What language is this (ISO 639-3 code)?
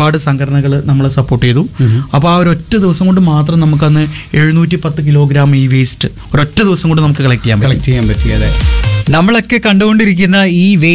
mal